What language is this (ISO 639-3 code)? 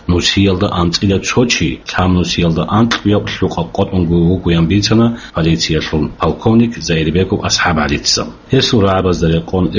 ava